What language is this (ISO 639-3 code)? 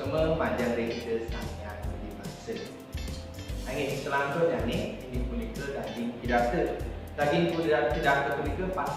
ban